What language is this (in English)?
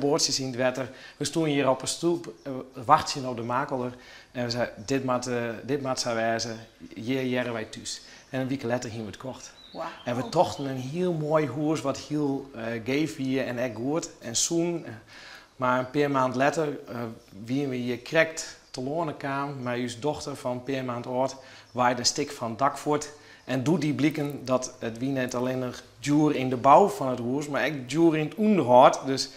Western Frisian